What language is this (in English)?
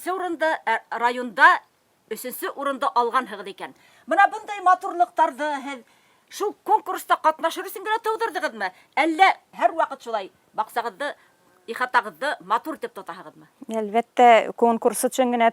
Bashkir